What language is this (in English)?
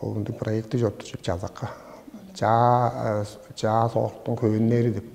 Tuvinian